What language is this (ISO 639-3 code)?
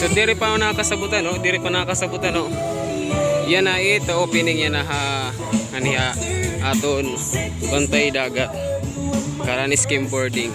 war